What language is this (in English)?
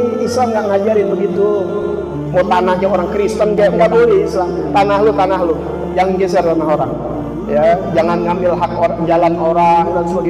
Betawi